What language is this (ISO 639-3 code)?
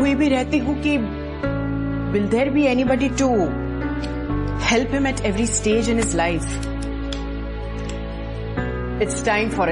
hin